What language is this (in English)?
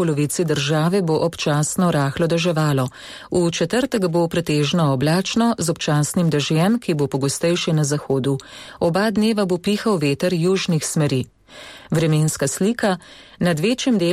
Slovenian